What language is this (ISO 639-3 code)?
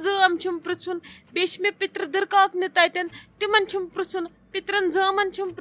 kas